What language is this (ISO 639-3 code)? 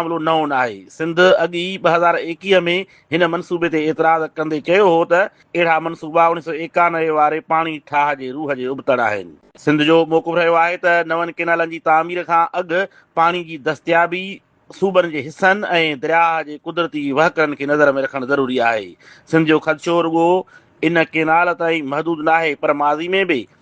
snd